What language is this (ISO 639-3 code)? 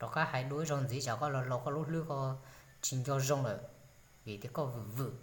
hmn